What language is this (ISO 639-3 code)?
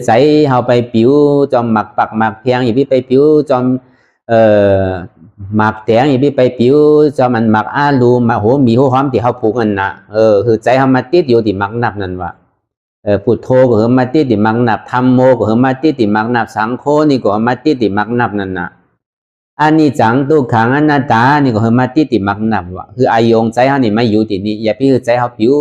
shn